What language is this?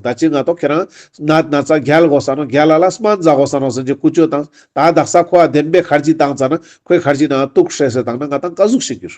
Ladakhi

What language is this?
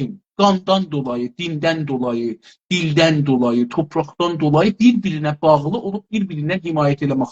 South Azerbaijani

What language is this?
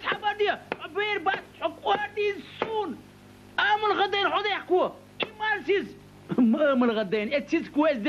Chechen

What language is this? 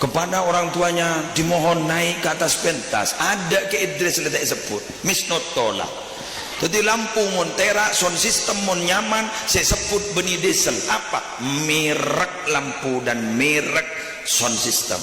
Madurese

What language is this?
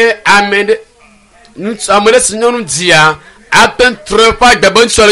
Ewe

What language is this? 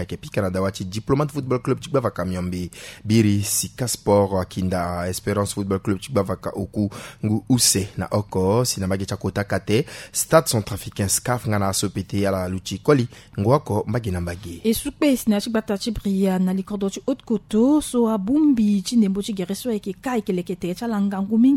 Sango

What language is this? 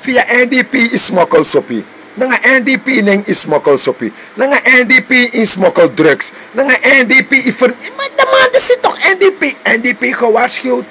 Sranan Tongo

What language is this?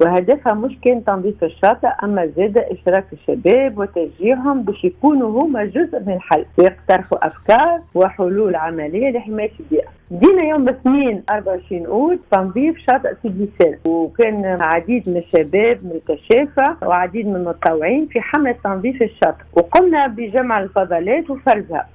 Tunisian Arabic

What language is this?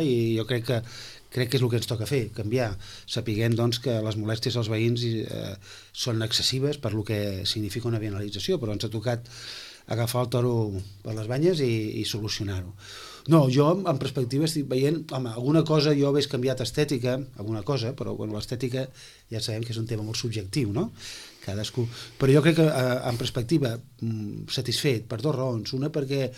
Catalan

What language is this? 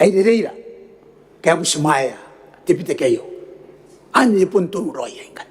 Gilbertese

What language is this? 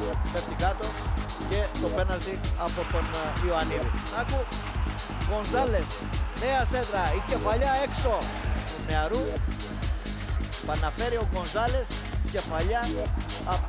Greek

